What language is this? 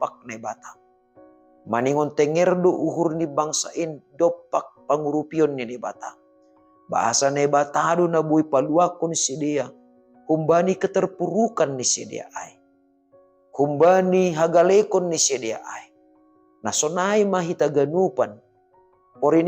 Batak Simalungun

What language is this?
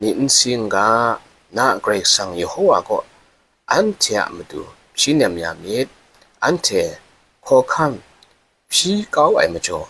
Kachin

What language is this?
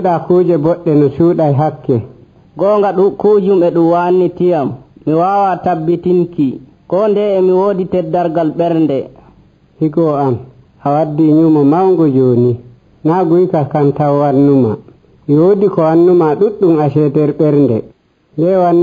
Nigerian Fulfulde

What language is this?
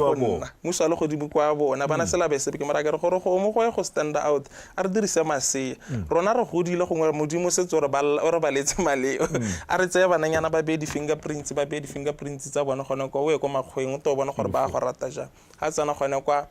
Tswana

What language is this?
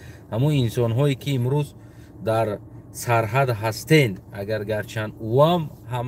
Tajik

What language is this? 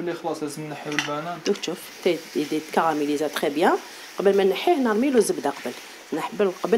Algerian Arabic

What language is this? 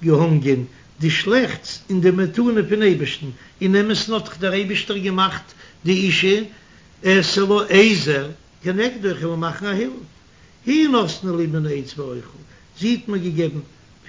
Yiddish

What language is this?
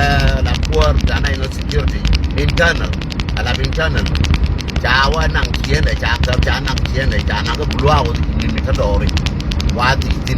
Nuer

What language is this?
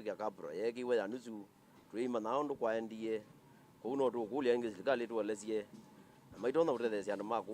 Kamba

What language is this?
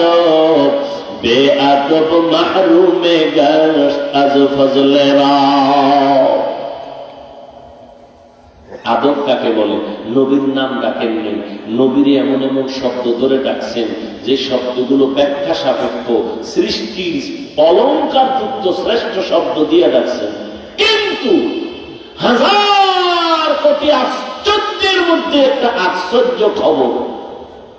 Bangla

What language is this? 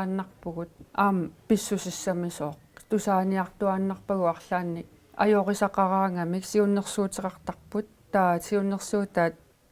Kalaallisut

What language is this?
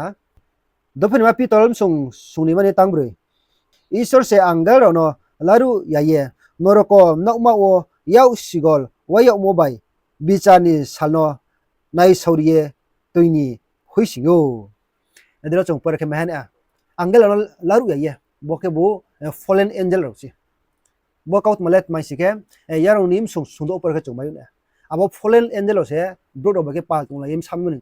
Riang (India)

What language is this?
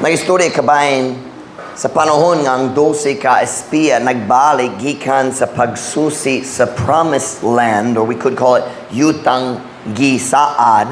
Cebuano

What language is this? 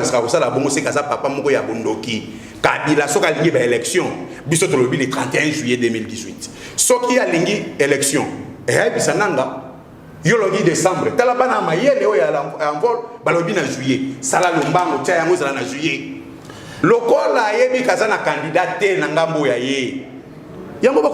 Lingala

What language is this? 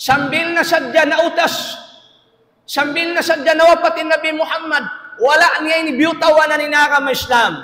Tausug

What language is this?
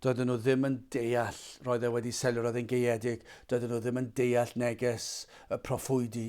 Welsh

